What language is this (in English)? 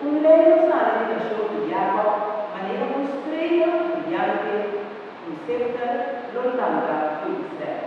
Papiamento